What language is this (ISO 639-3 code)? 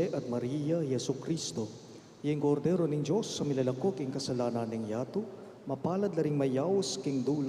pam